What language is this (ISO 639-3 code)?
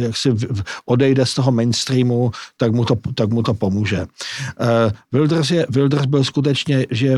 ces